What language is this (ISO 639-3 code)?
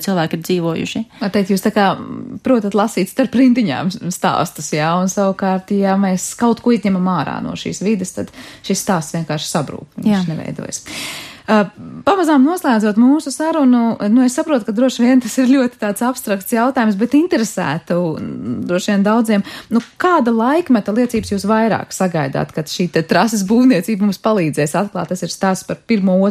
lav